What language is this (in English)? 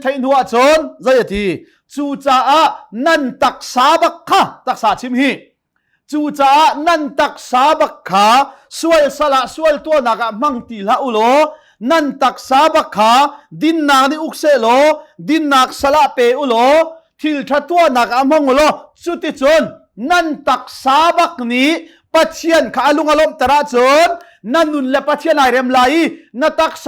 Hakha Chin